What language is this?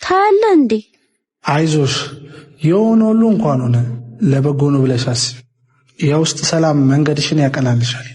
Amharic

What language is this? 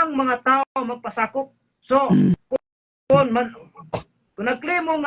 Cebuano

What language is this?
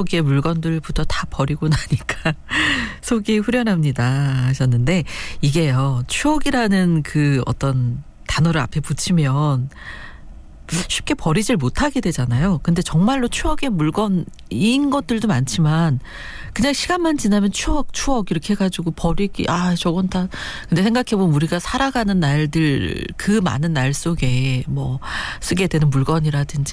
Korean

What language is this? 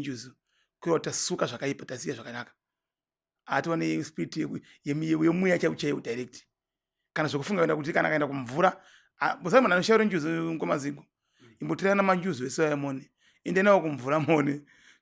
Shona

